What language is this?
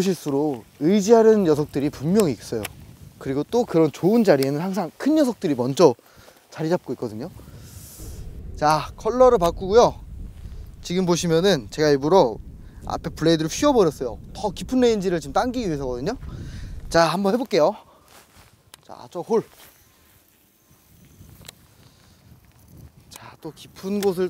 Korean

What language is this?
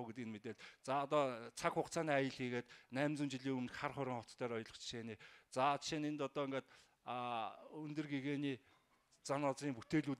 Mongolian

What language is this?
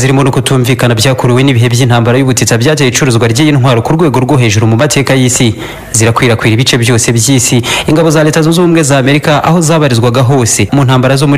Kinyarwanda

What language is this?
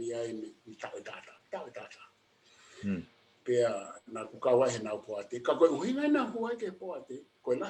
Tongan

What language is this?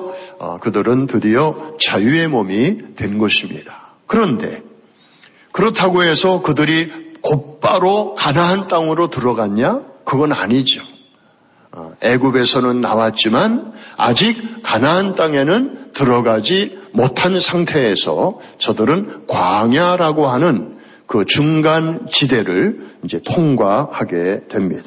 Korean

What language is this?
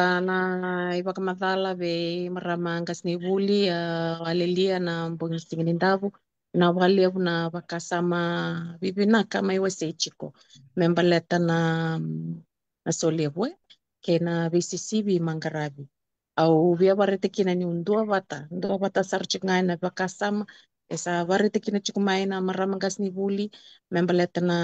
Fijian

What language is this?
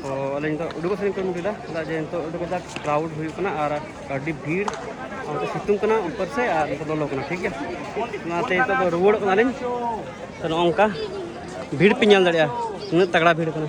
Santali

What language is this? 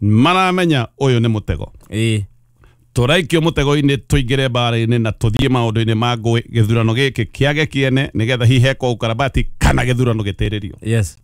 Kikuyu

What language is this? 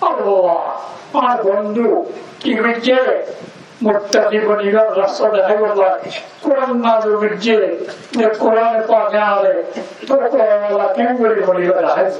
Rohingya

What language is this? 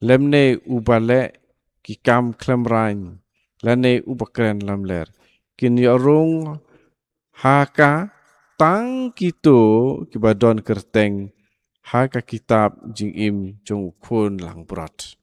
Khasi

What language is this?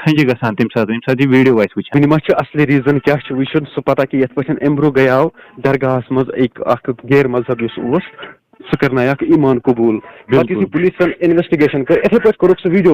Kashmiri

